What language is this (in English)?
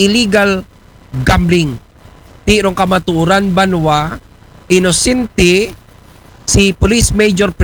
Aklanon